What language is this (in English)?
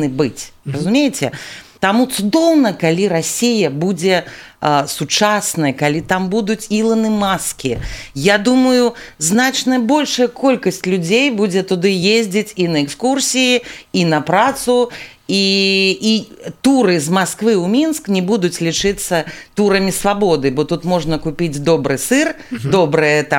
Belarusian